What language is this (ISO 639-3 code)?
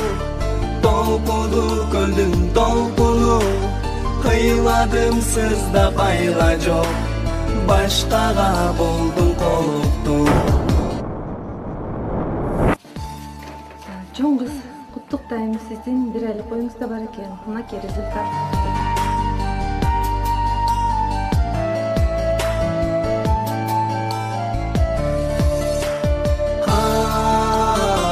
kir